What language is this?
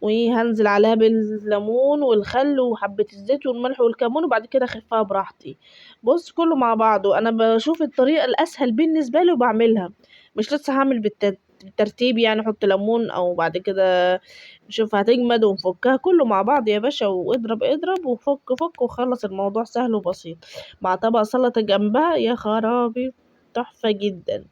Egyptian Arabic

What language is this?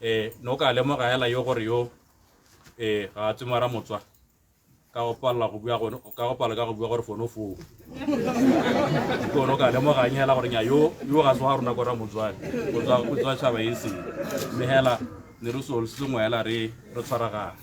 Tswana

